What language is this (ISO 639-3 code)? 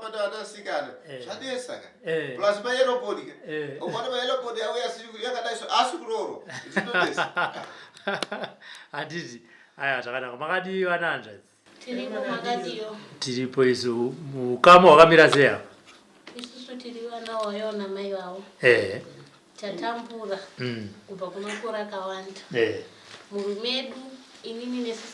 sna